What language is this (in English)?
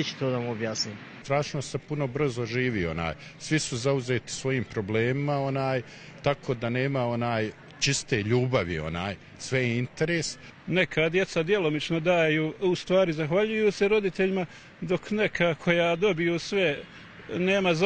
Bosnian